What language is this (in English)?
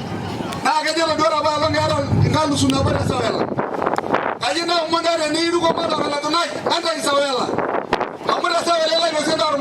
Masai